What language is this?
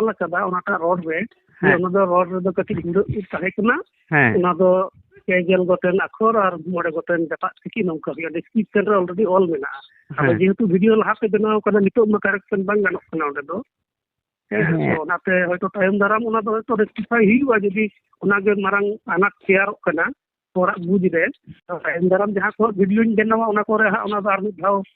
Santali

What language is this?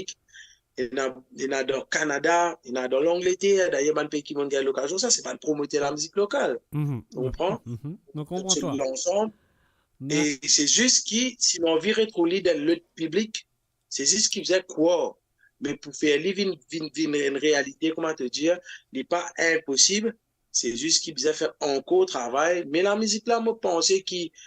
Morisyen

